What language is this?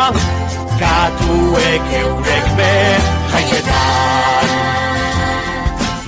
Basque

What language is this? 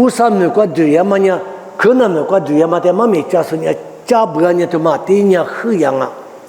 Lisu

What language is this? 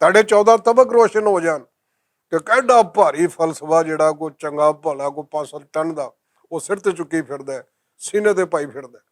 Western Panjabi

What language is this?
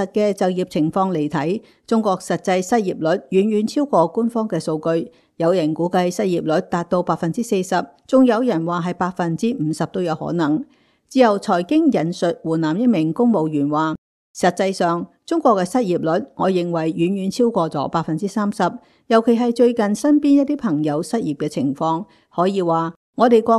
Cantonese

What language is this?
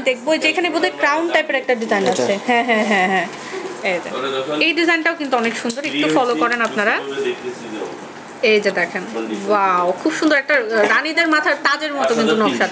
Bangla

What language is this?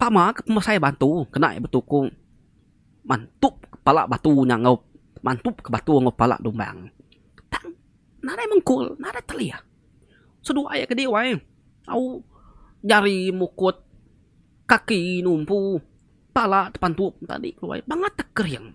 Iban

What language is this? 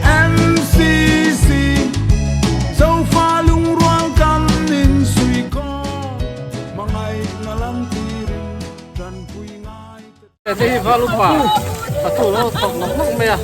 Mizo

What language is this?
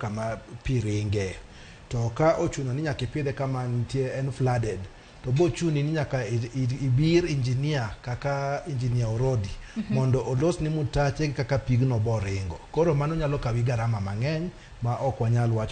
Luo (Kenya and Tanzania)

